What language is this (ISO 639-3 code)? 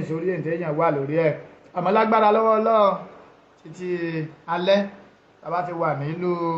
yor